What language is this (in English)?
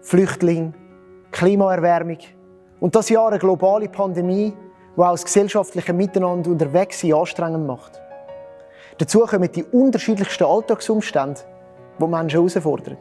Swiss German